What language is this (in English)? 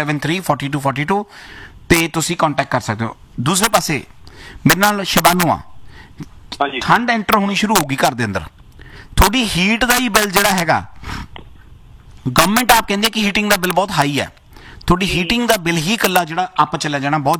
Punjabi